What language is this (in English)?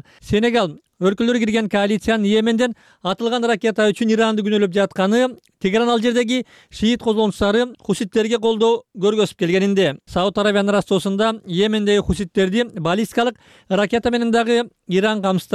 Kyrgyz